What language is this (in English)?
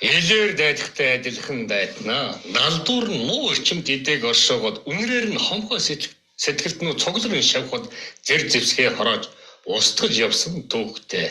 Mongolian